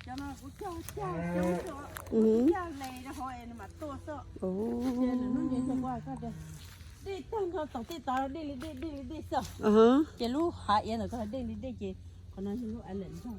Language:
Hmong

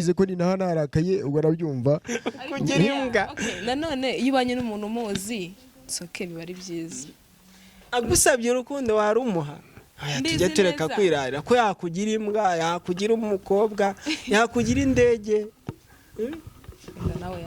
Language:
Kinyarwanda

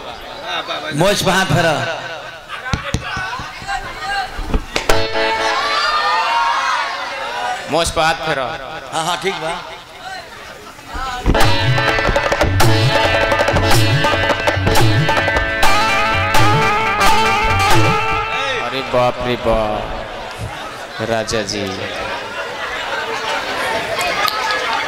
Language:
Bhojpuri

